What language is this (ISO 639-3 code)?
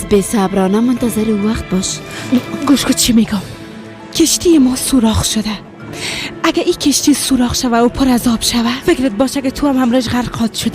fas